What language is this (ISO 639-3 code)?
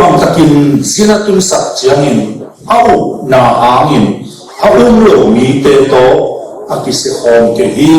ctd